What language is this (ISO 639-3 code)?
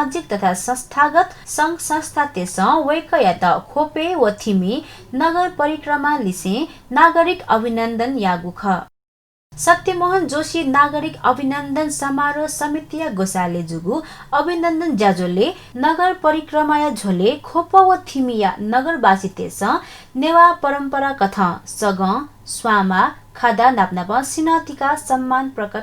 new